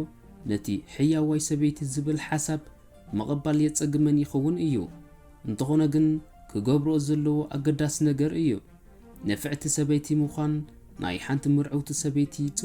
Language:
Tigrinya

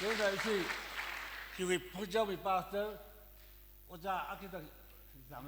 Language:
Tangkhul Naga (India)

